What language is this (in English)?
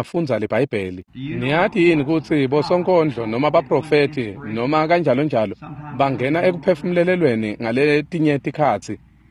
Swati